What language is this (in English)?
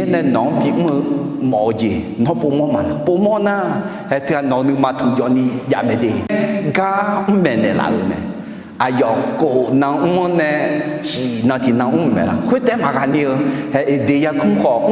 Akha